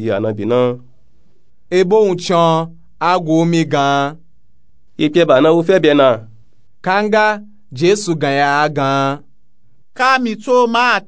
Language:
Nupe-Nupe-Tako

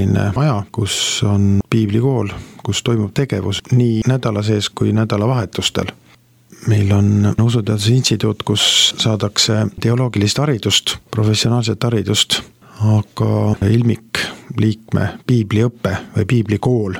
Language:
Estonian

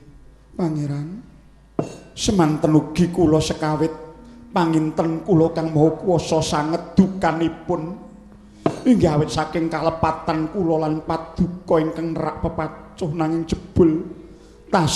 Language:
Javanese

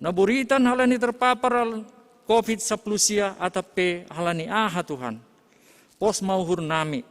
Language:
Batak Simalungun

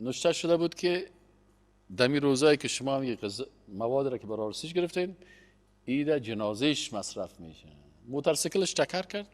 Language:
Persian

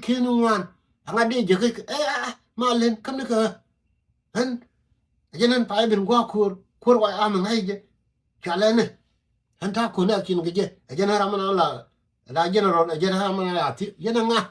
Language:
Nuer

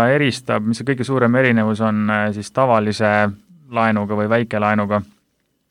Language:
Estonian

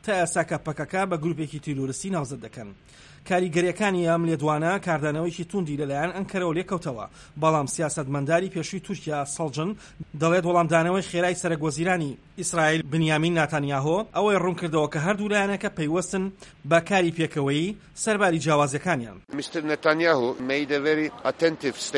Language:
Central Kurdish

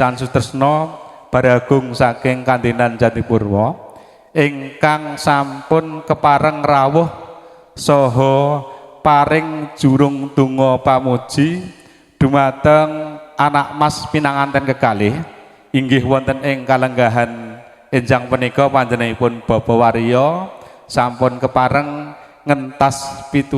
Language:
Javanese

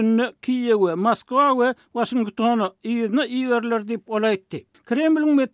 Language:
Turkmen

